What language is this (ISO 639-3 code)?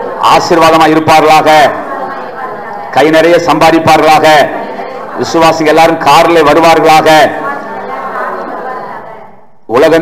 tam